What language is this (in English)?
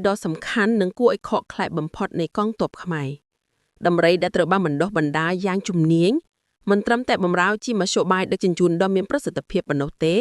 Khmer